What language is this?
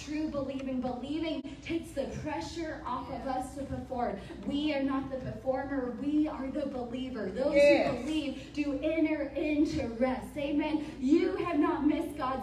English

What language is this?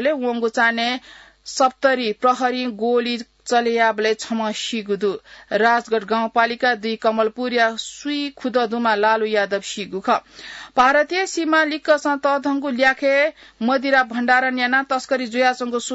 Newari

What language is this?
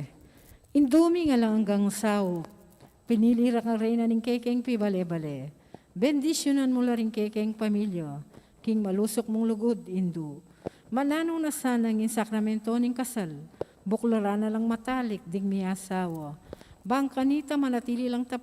Pampanga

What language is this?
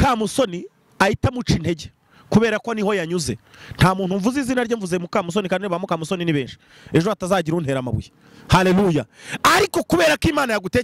Kinyarwanda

